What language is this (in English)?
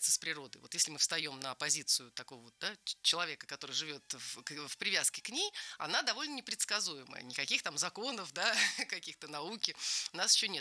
Russian